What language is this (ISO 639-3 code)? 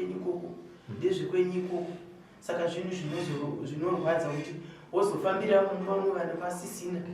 sna